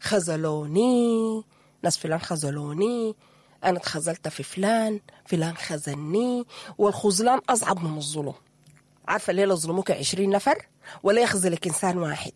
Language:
Sudanese Arabic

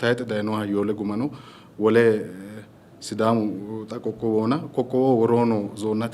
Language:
Sidamo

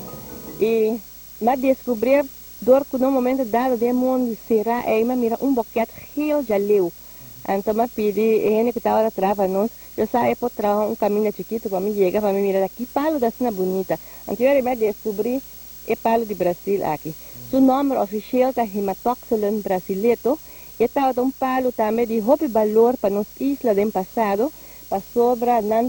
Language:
Papiamento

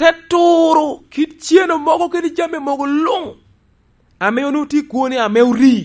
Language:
Lango (Uganda)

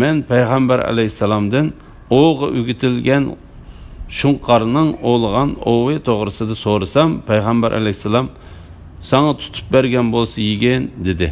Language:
Uyghur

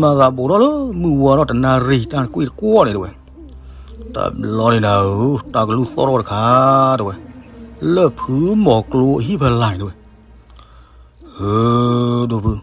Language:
S'gaw Karen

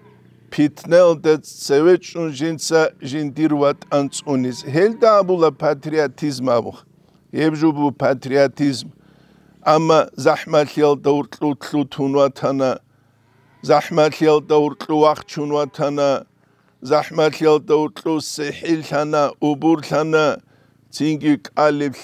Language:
Avaric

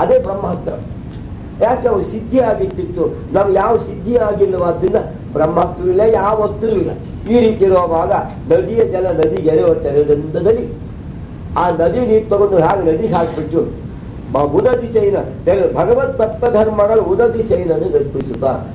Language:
Kannada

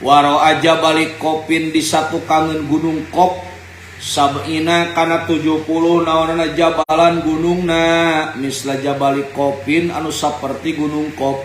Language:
Sundanese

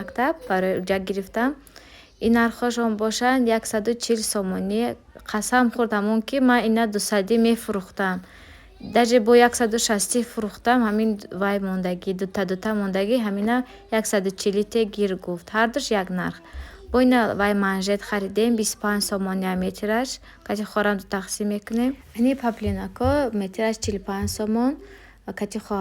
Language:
Tajik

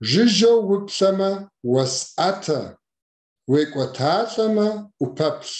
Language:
Kabardian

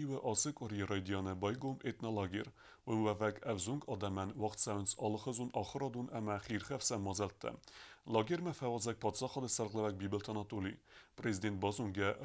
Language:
Ossetic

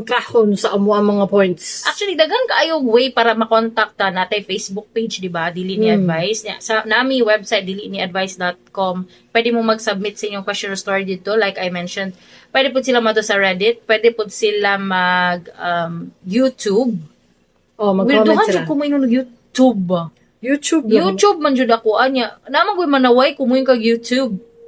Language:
Cebuano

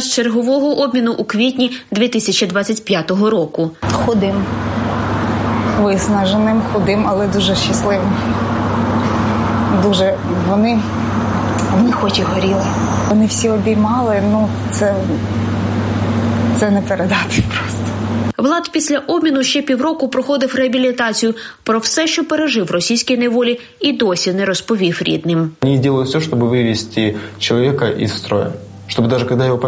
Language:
Ukrainian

